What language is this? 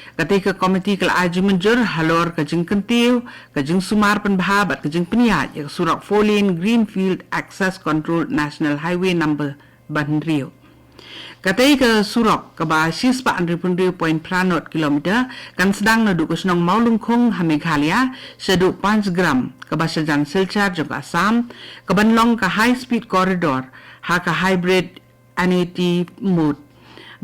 Khasi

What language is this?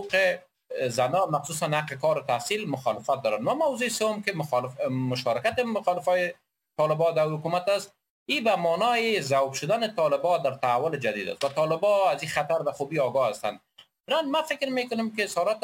Persian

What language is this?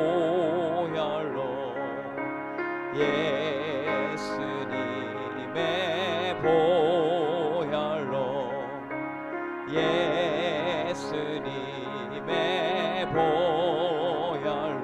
Korean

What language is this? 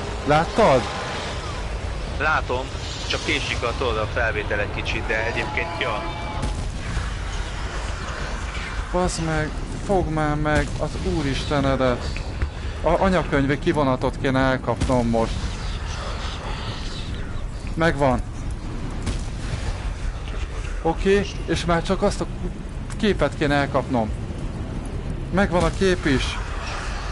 Hungarian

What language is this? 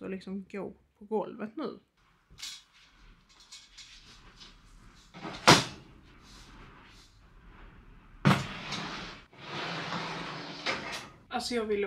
Swedish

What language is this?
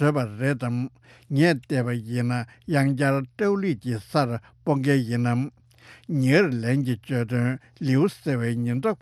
Tibetan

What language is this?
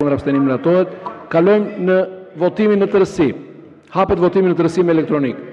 Albanian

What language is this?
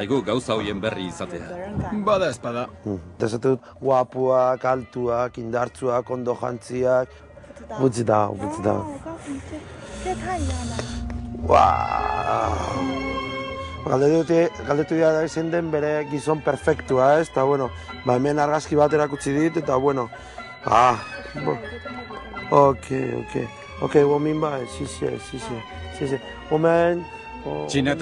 Basque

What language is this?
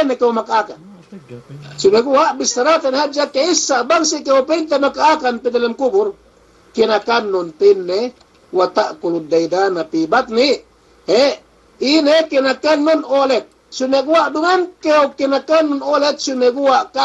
Yakan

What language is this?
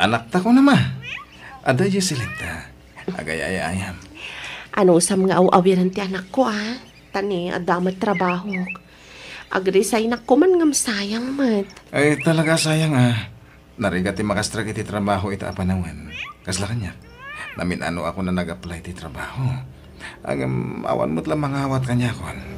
Iloko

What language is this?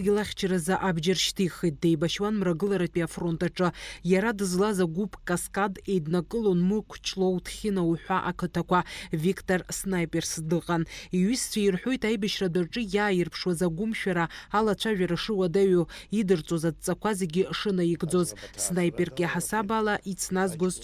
Abkhazian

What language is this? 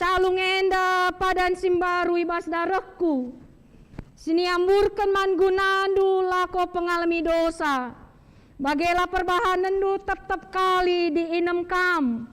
Batak Karo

